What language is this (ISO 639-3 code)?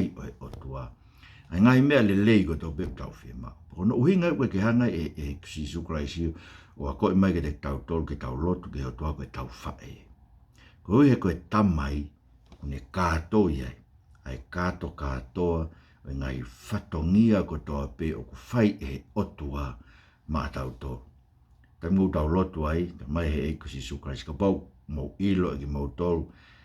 ton